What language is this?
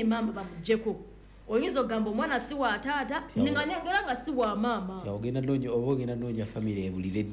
Ganda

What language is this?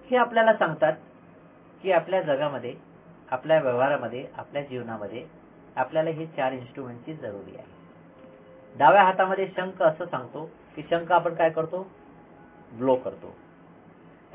Marathi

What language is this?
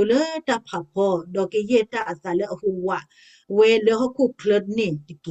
S'gaw Karen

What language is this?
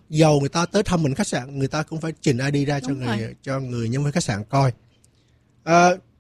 Vietnamese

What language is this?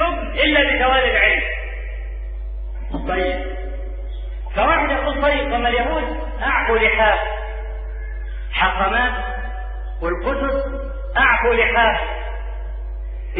Arabic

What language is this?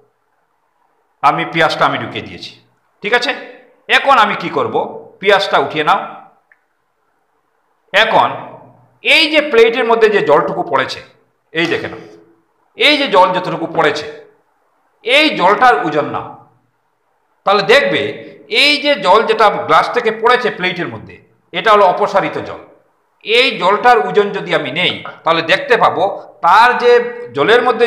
Bangla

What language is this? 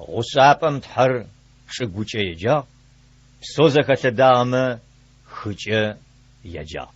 Adyghe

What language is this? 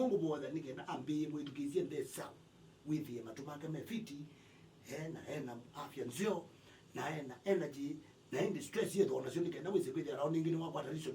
Kamba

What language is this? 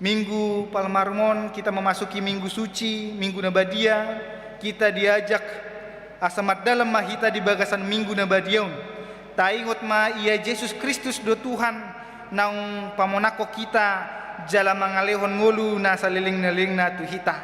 Batak Toba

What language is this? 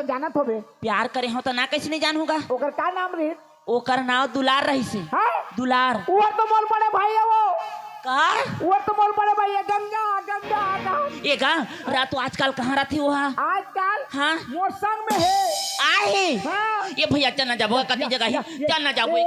Chhattisgarhi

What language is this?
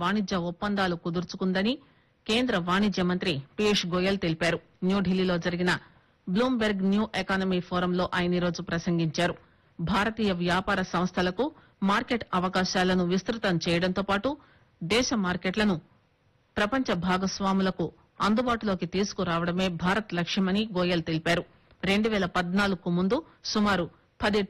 Telugu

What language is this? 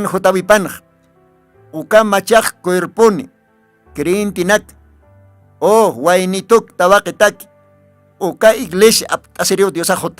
Aymara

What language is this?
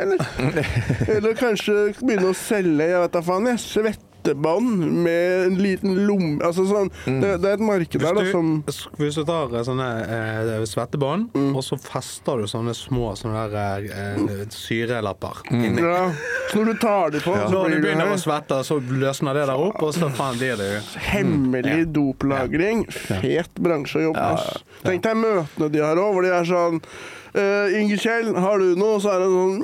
Norwegian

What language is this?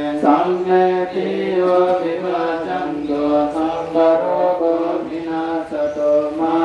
Pali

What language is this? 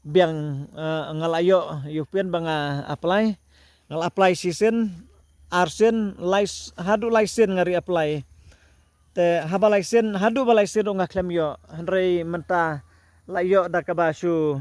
Khasi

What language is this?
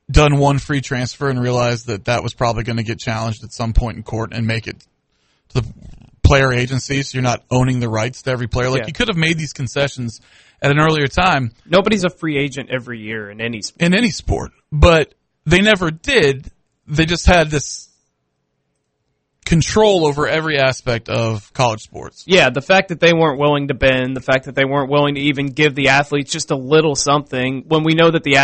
English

